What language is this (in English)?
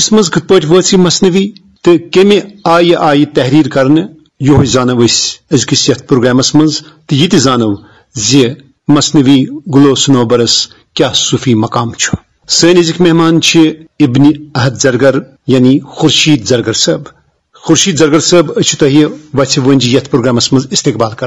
Kashmiri